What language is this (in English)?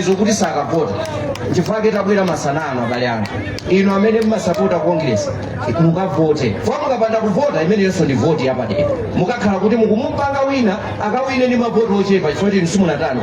Nyanja